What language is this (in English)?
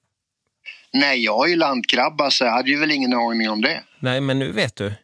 Swedish